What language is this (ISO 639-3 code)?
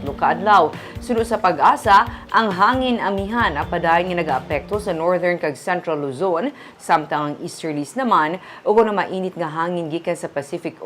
hil